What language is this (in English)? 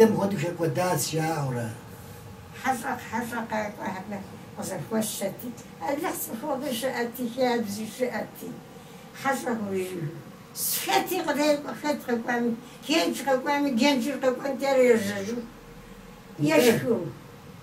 Kabardian